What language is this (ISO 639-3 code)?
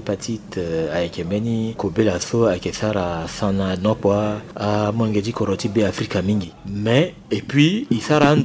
sag